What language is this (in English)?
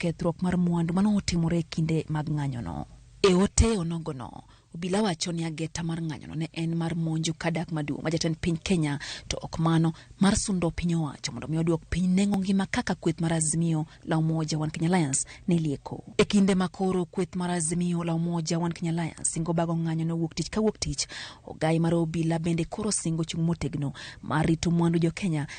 Luo (Kenya and Tanzania)